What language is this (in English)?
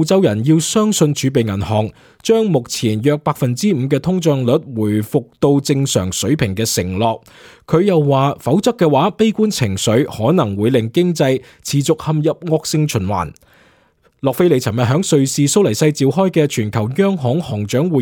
Cantonese